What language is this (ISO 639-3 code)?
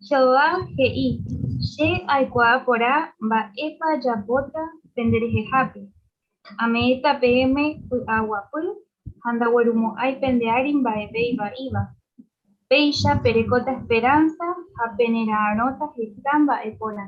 grn